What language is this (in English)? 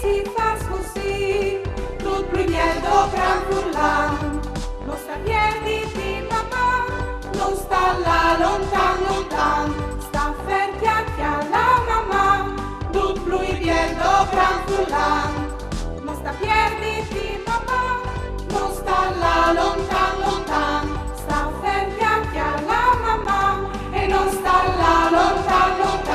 Friulian